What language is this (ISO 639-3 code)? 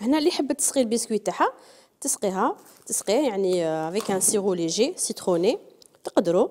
arq